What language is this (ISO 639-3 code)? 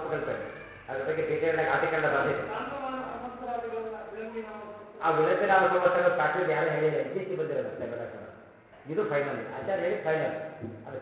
kan